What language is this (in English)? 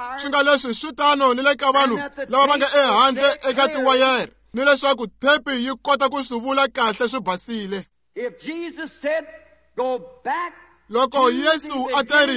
Tsonga